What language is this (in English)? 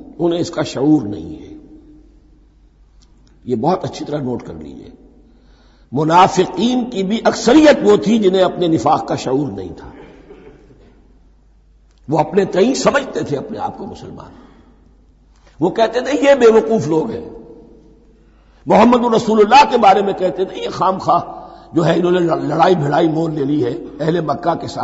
Urdu